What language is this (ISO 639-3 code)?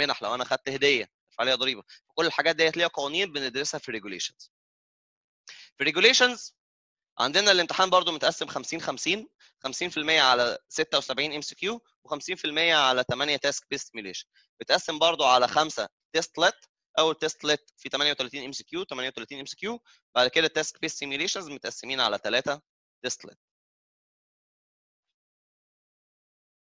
arz